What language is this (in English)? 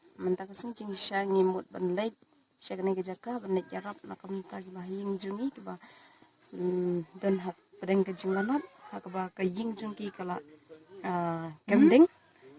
Khasi